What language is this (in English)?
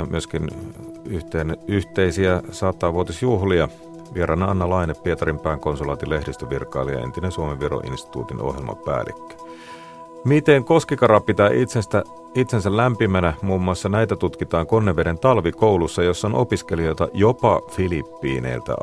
Finnish